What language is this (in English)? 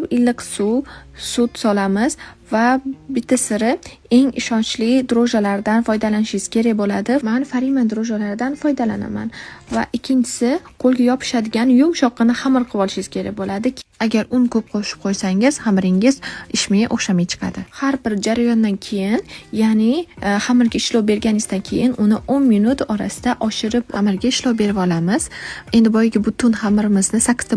Uzbek